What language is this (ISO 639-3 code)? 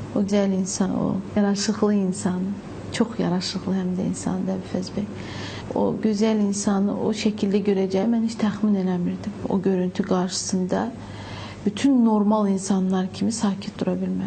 aze